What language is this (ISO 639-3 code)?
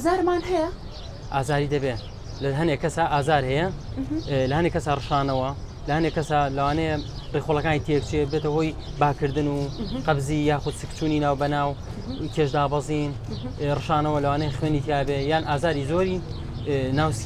ckb